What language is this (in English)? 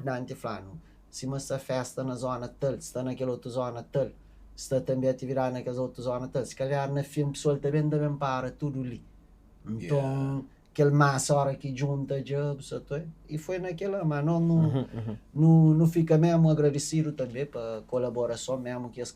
Kabuverdianu